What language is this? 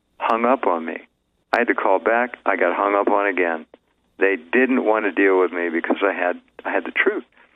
English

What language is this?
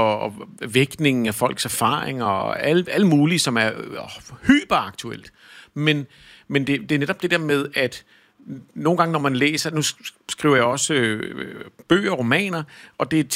Danish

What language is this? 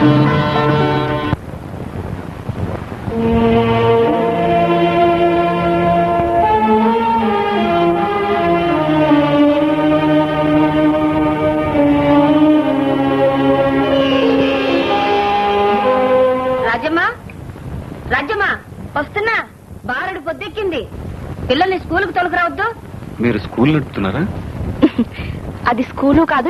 Telugu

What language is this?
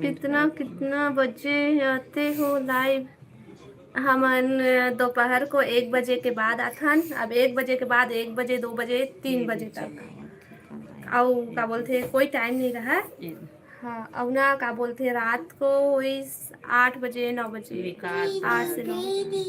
Chhattisgarhi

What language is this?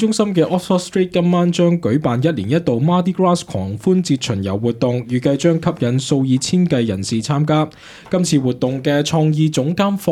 Cantonese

